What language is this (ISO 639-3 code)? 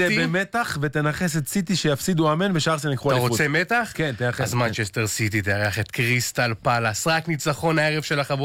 heb